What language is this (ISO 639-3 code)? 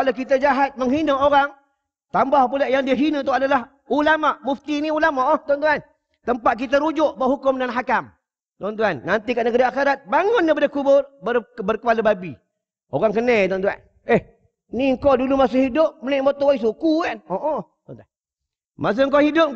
msa